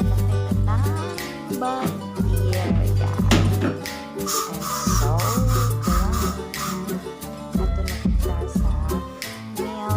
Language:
Cebuano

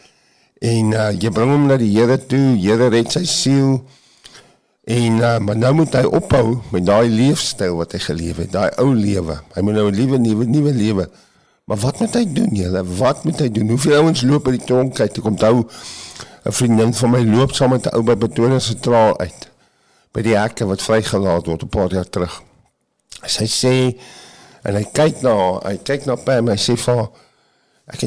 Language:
Afrikaans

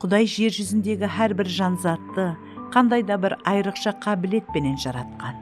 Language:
Kara-Kalpak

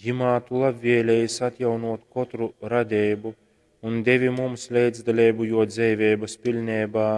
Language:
Latgalian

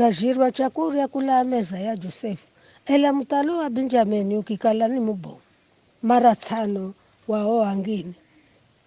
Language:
Giryama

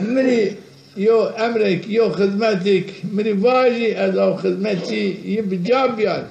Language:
Zaza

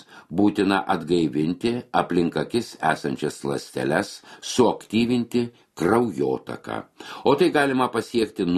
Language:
Lithuanian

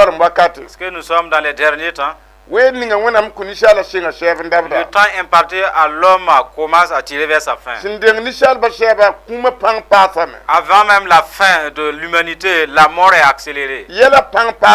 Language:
Mossi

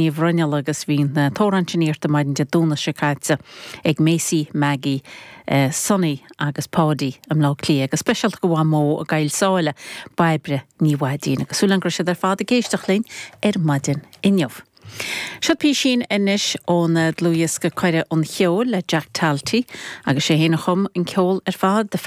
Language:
Irish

